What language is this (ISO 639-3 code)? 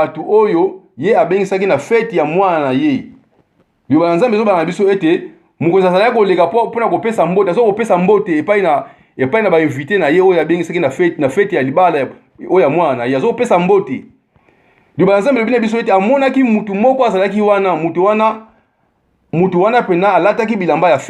lin